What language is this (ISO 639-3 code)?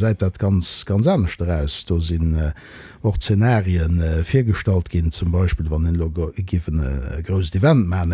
ltz